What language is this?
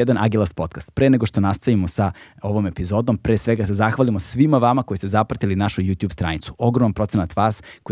Serbian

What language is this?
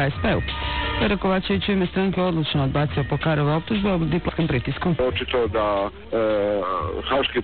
Croatian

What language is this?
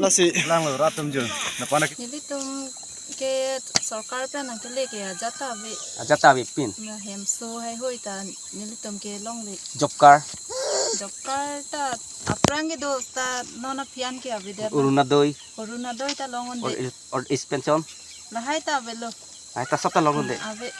Karbi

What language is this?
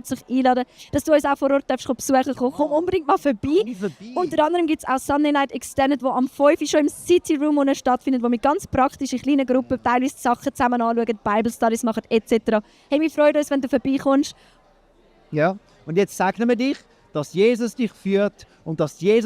Swiss German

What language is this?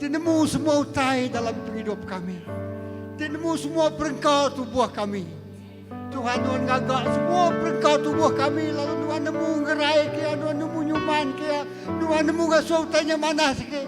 Iban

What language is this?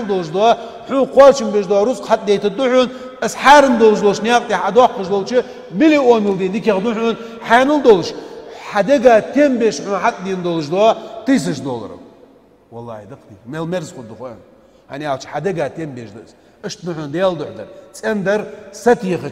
Ingush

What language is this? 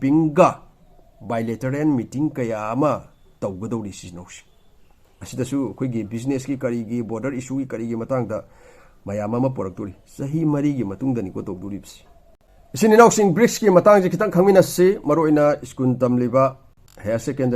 Manipuri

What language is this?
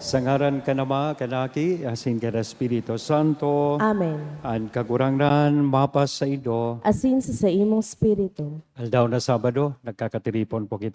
Bikol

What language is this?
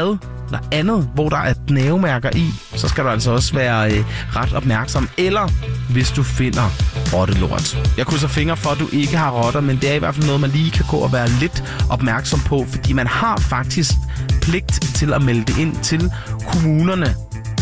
Danish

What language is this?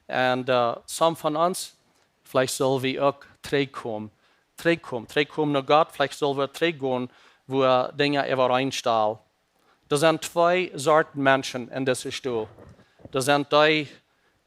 Plautdietsch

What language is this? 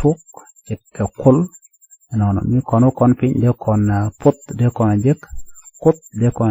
Nuer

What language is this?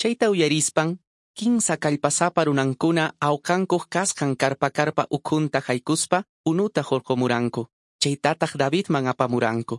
Quechua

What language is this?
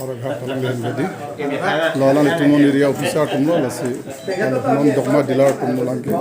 Karbi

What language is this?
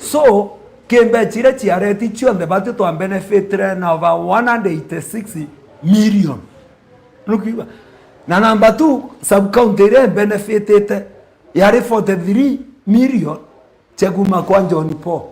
Meru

